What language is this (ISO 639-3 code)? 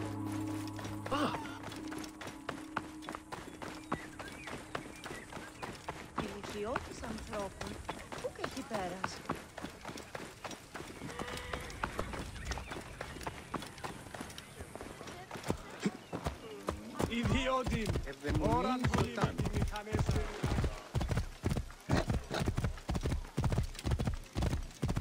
eng